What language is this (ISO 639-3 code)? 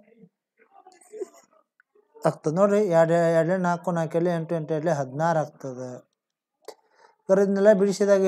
kan